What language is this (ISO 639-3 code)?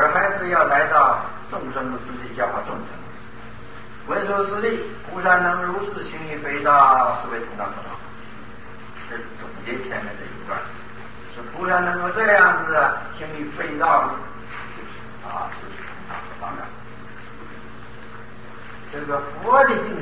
zho